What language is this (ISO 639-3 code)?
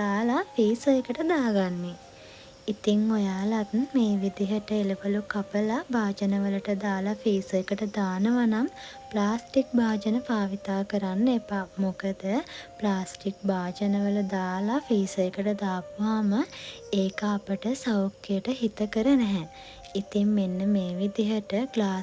sin